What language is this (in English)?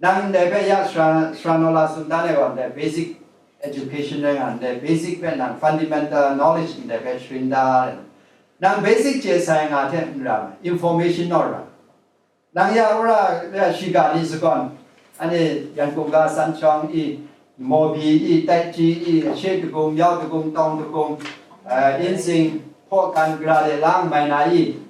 Kachin